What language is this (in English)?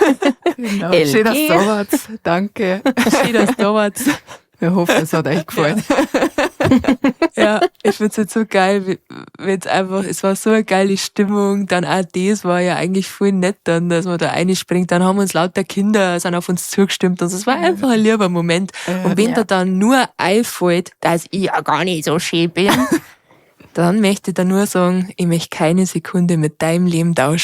Bavarian